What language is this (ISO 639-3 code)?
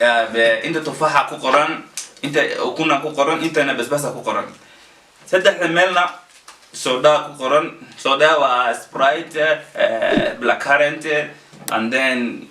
som